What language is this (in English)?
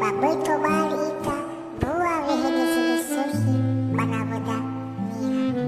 Nias